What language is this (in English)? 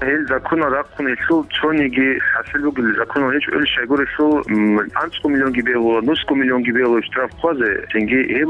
Avaric